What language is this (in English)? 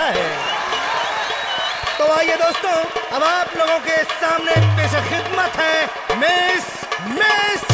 Bhojpuri